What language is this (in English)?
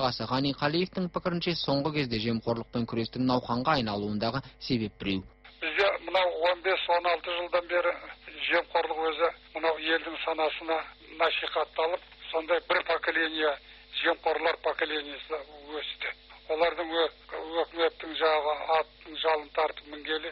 Kazakh